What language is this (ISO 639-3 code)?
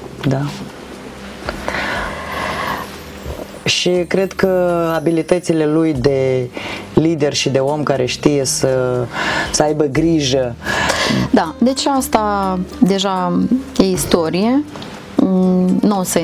ron